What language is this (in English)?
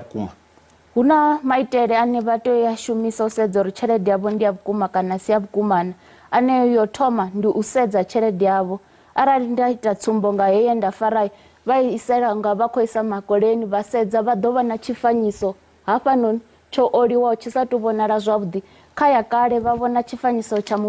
Venda